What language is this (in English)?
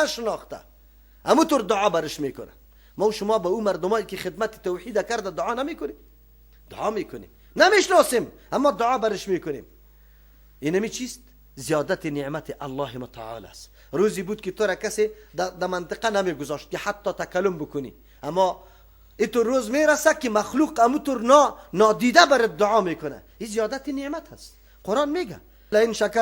Persian